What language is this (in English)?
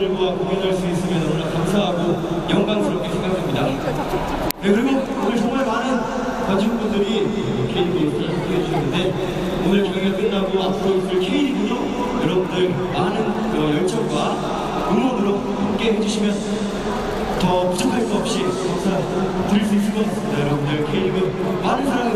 Korean